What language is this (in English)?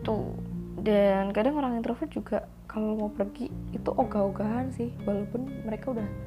Indonesian